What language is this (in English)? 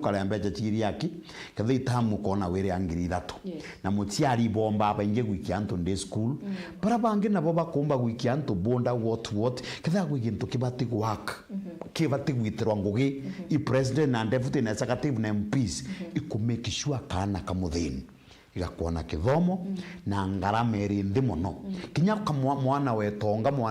Meru